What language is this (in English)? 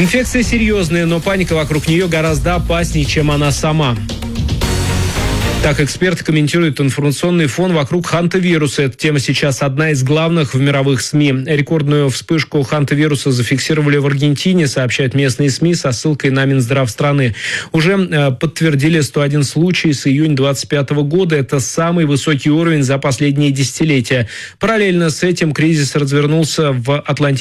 Russian